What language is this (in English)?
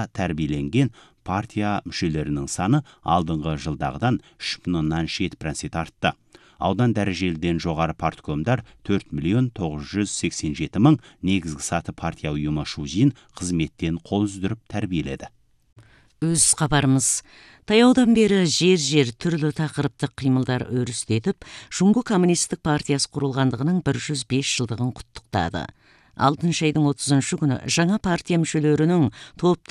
Kazakh